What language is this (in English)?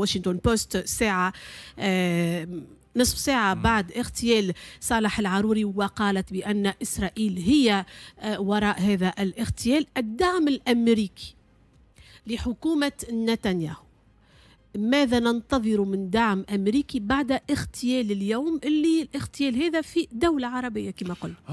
Tunisian Arabic